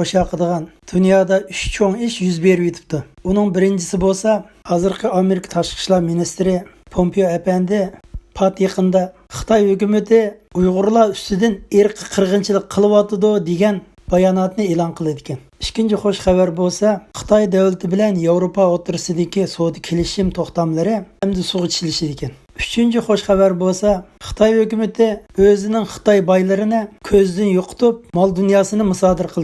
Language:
Uyghur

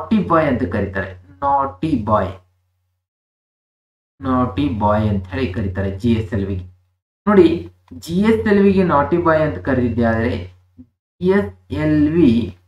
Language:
Kannada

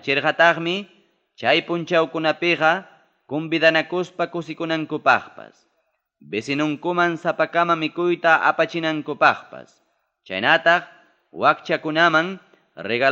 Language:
Ayacucho Quechua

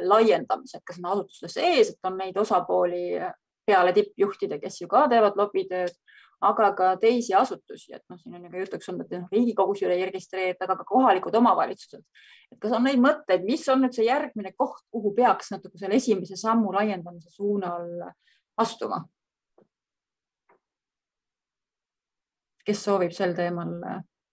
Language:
Estonian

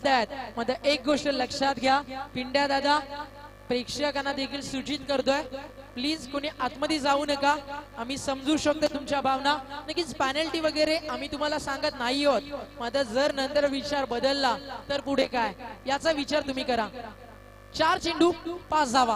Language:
Marathi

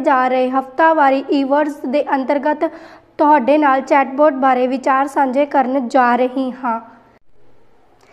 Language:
Punjabi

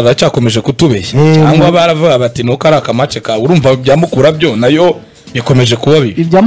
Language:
Kinyarwanda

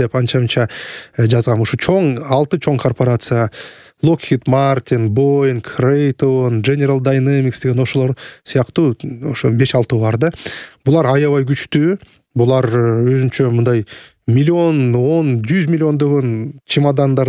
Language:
Kyrgyz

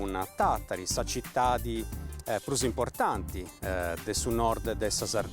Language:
Sardinian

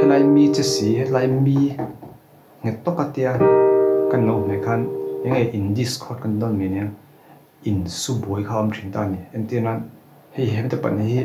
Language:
Mizo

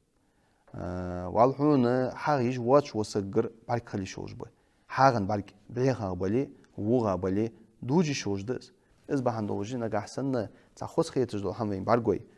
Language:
Ingush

